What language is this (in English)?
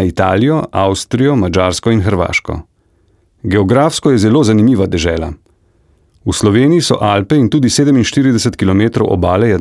Slovenian